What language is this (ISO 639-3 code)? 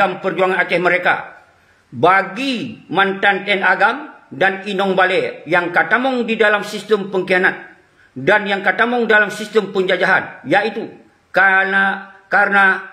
ace